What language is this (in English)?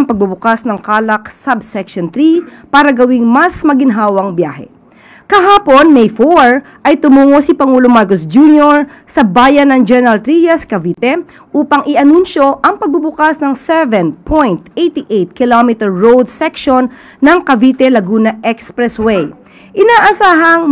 Filipino